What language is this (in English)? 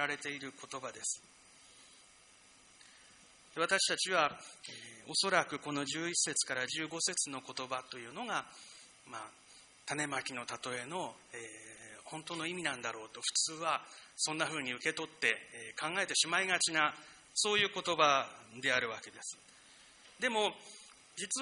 Japanese